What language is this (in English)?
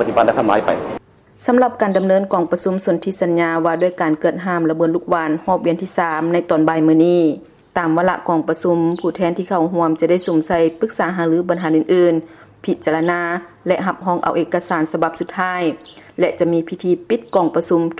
Lao